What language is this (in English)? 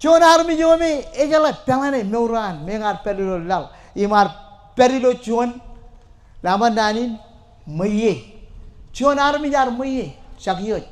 Marshallese